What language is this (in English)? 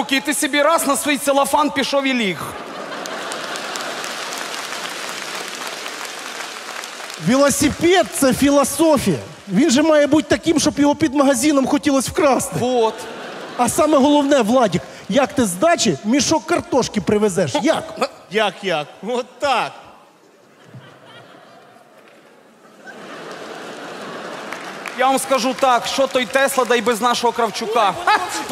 Ukrainian